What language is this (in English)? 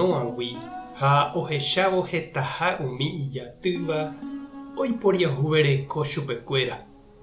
Guarani